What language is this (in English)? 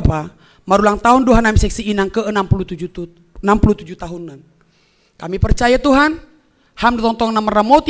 Batak Simalungun